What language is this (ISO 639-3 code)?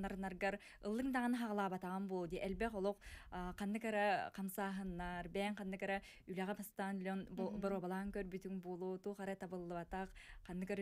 sah